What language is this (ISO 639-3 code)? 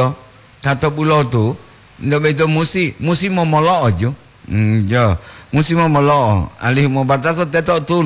gor